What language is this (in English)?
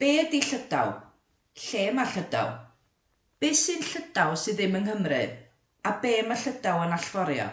Welsh